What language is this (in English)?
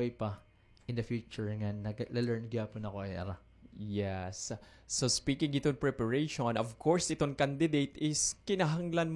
Waray